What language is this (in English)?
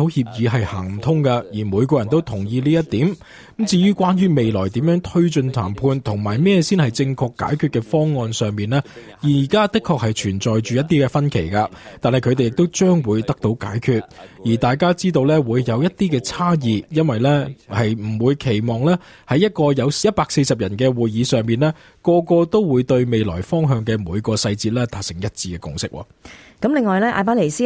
Cantonese